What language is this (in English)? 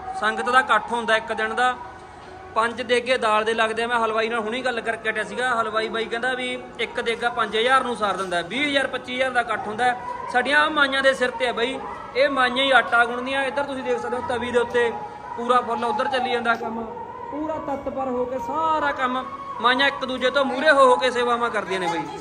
Punjabi